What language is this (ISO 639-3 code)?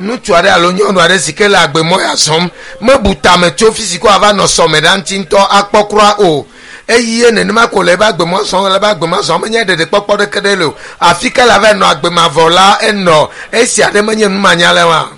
ewe